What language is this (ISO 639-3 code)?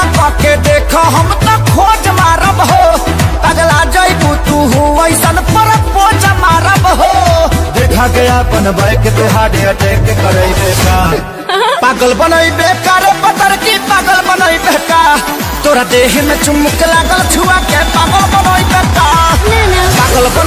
bho